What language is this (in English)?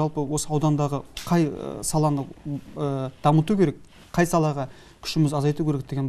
Kazakh